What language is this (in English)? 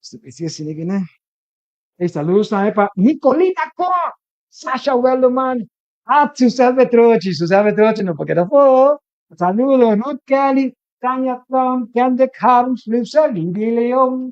Papiamento